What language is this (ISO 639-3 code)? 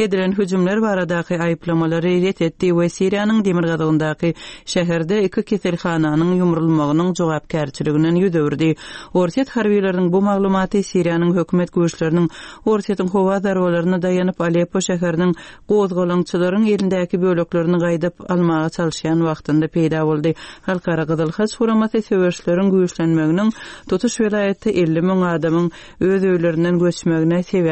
tuk